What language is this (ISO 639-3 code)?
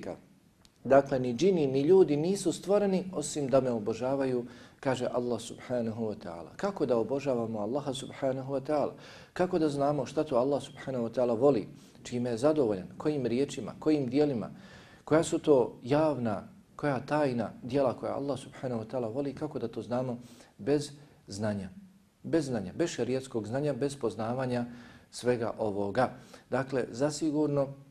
bos